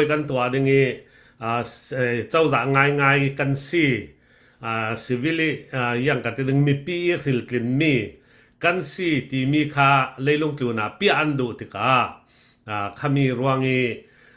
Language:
Falam Chin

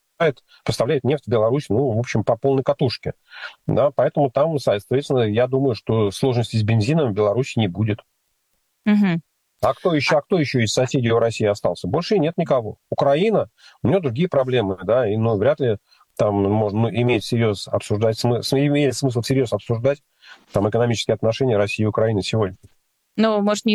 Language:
Russian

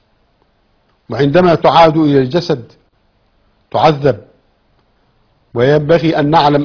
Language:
Arabic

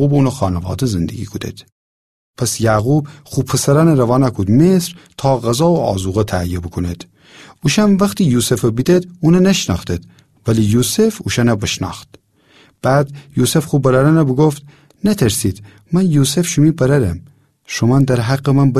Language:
Gilaki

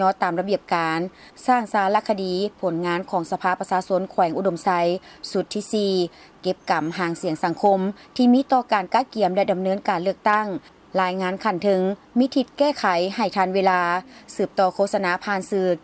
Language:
Lao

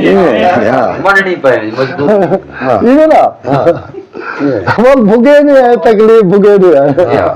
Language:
Saraiki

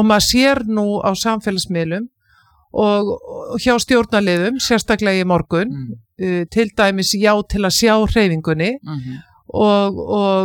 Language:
Icelandic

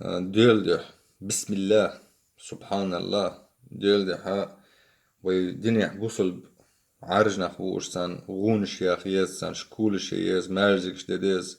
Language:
Chechen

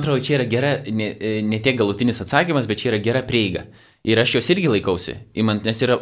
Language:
Lithuanian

